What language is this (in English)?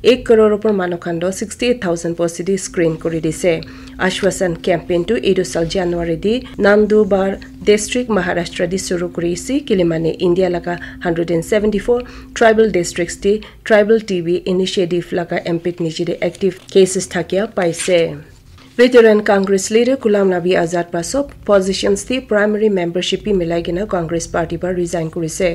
Naga Pidgin